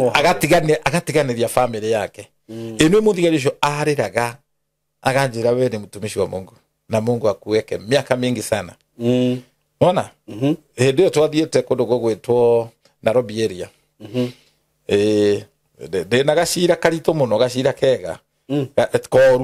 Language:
Kikuyu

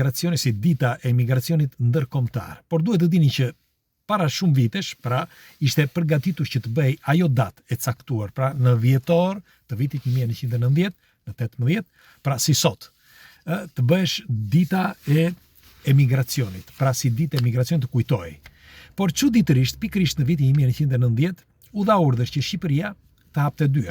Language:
Albanian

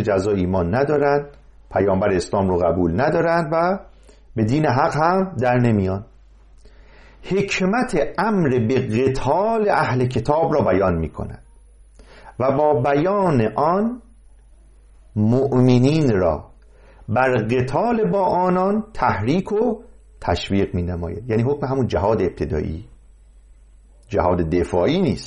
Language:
Persian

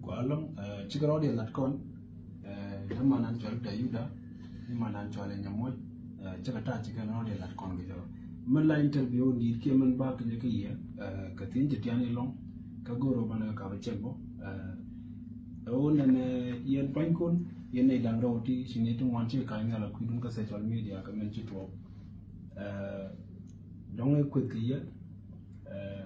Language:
Nuer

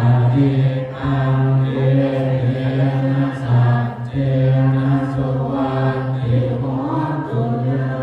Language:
Pali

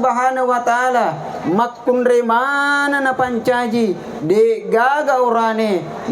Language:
Buginese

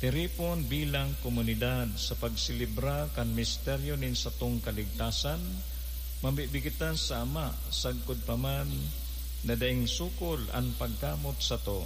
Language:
Bikol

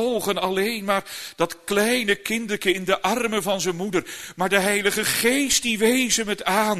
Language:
Dutch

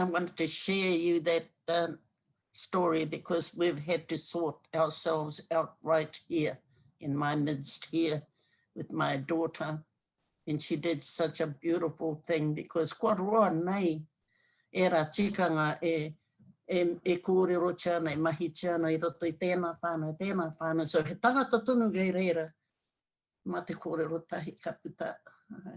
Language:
Māori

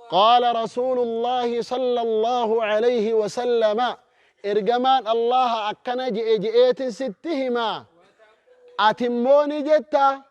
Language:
Oromo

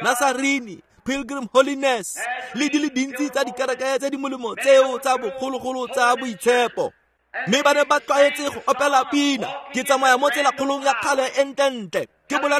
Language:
Tswana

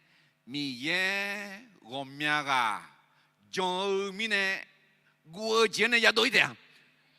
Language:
Akha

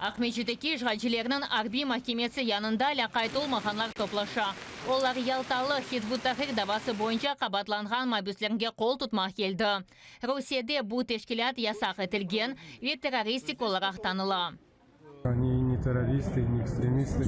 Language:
Crimean Tatar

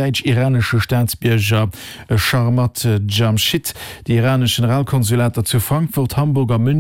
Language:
Luxembourgish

